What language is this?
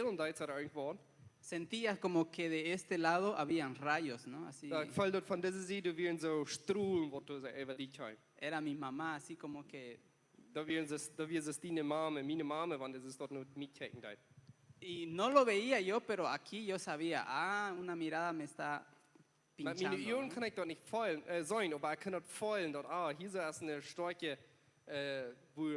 Plautdietsch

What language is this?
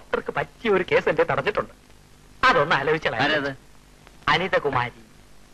Malayalam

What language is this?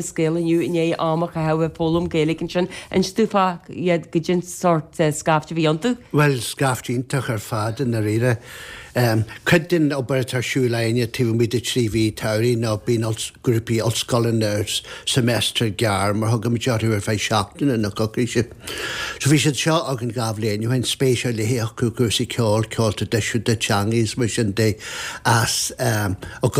Irish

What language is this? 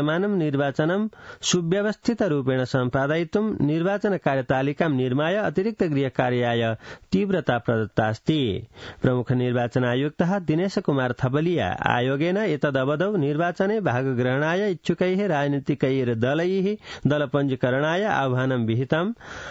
Sanskrit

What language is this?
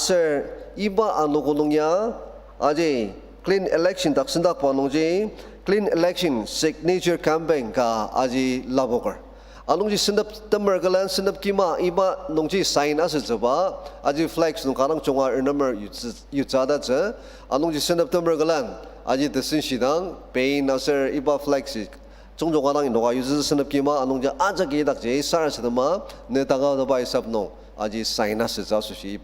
Ao Naga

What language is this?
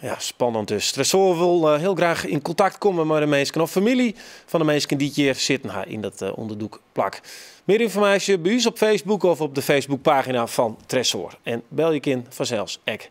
Western Frisian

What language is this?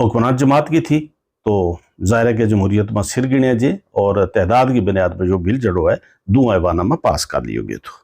Gujari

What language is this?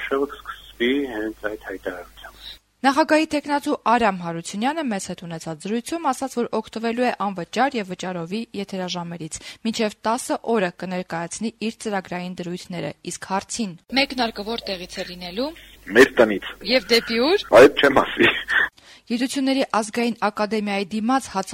Armenian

